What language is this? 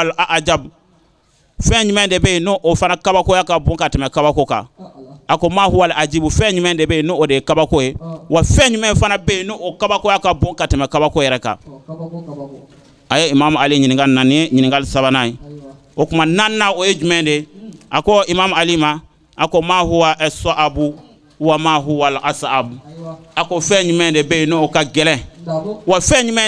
Bambara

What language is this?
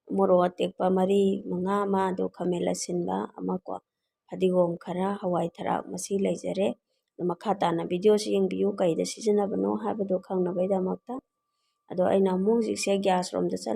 Manipuri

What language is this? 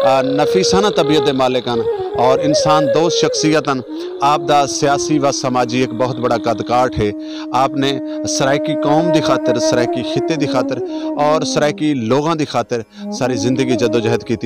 Saraiki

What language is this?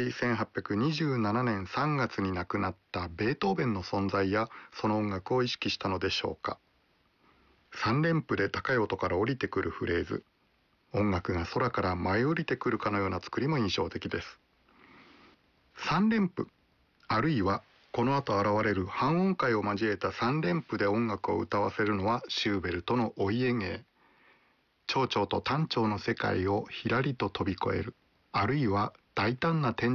Japanese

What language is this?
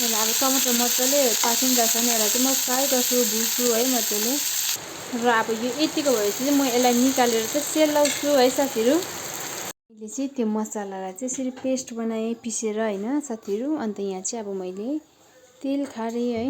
Nepali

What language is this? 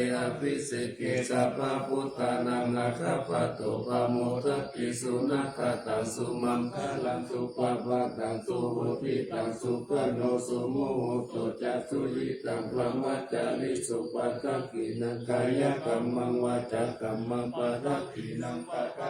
Pali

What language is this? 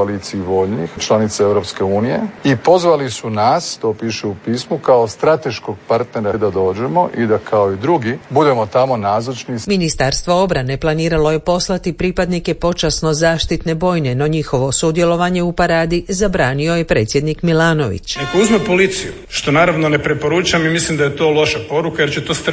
Croatian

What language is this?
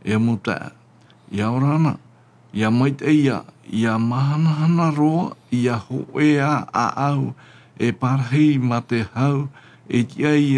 Tahitian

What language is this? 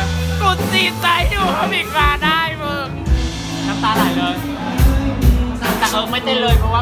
Thai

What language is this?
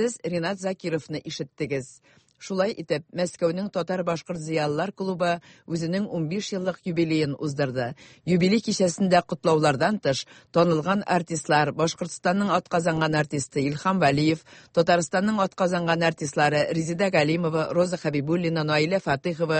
Tatar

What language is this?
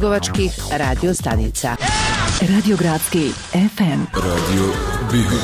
Bosnian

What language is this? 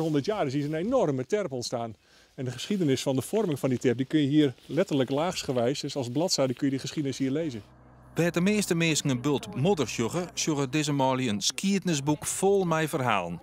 Western Frisian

